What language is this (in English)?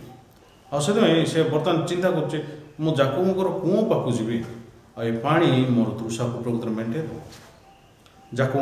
Odia